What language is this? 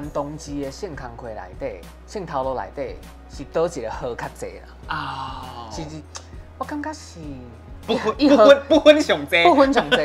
Min Nan Chinese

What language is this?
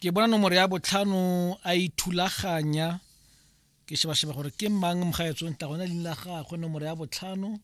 Tswana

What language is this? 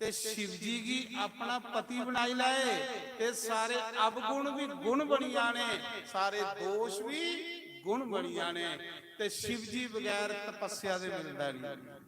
Dogri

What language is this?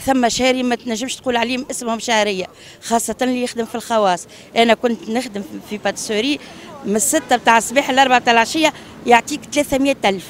Tunisian Arabic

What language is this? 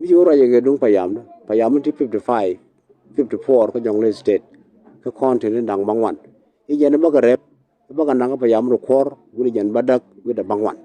Nuer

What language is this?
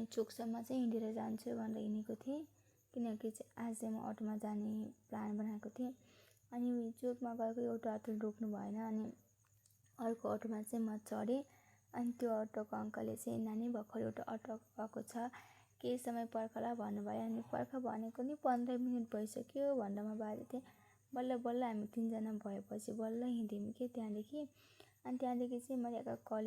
Nepali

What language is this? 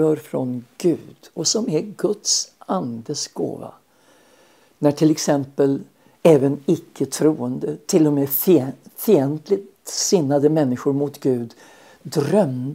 Swedish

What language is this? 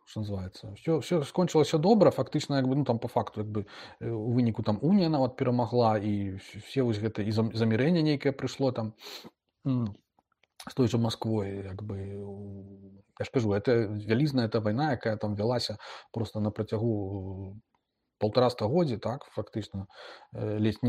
Belarusian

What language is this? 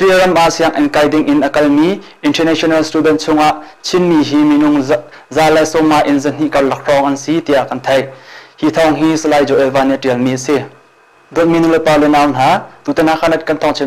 Hakha Chin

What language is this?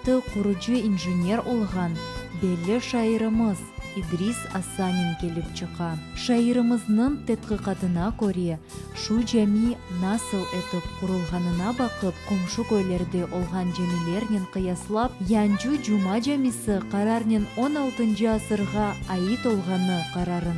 Crimean Tatar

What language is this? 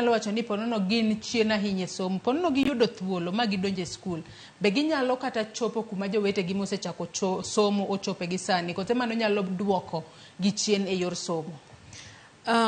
Luo (Kenya and Tanzania)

